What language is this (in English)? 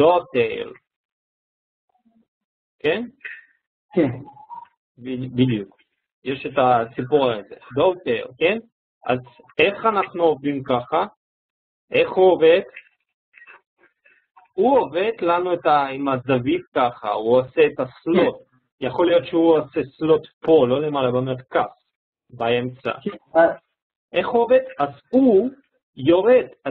Hebrew